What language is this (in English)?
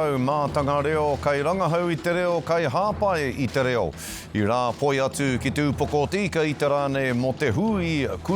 Māori